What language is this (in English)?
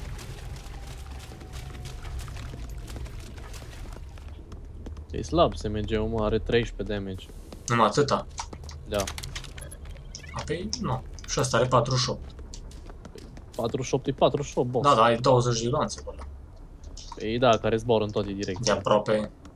Romanian